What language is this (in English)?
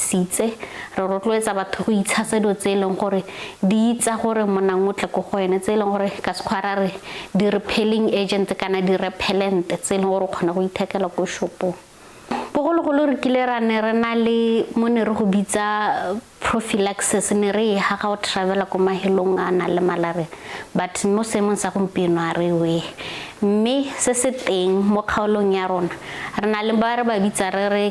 Tswana